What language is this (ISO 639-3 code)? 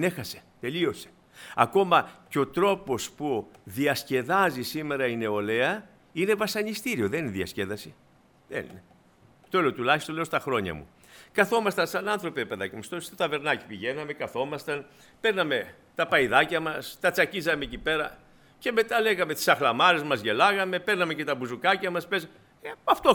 ell